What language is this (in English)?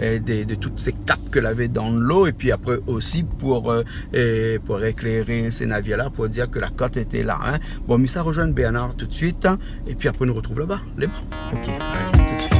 Réunion Creole French